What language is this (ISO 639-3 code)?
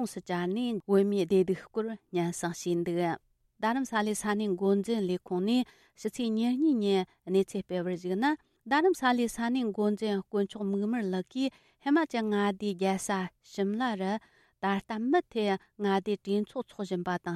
bod